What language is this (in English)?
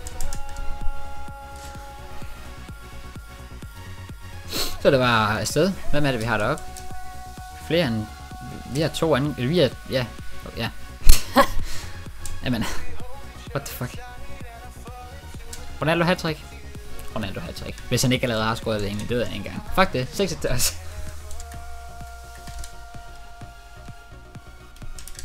Danish